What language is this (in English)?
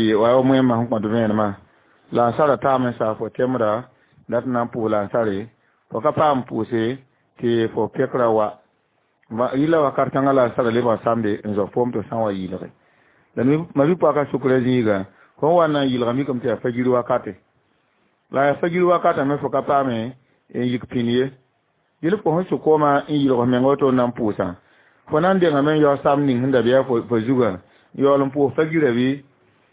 Mossi